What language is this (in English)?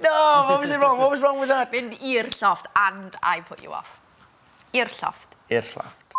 Welsh